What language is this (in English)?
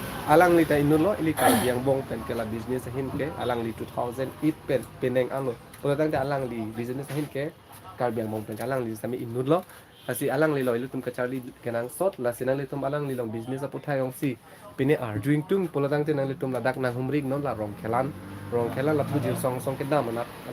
Karbi